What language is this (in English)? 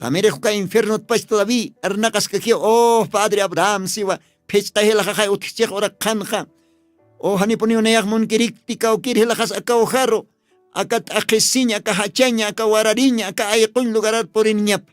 Aymara